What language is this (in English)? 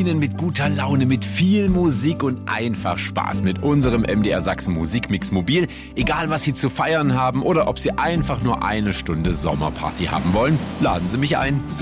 German